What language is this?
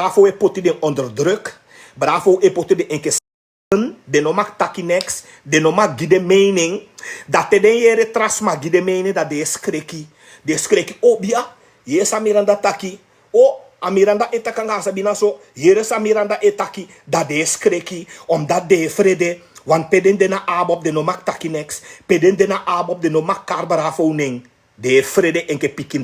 Sranan Tongo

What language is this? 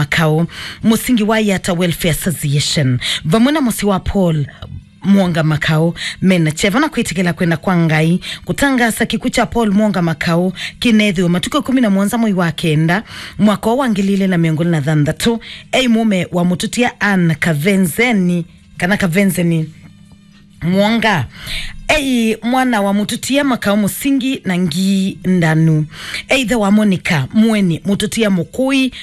Kamba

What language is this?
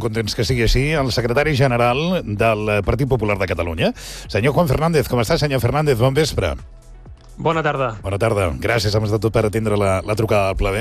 Catalan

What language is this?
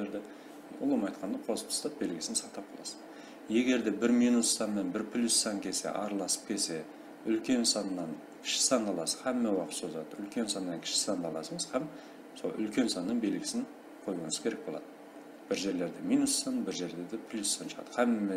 Kara-Kalpak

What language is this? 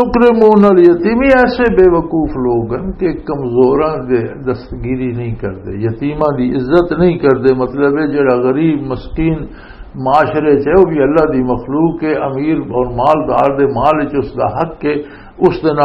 Western Panjabi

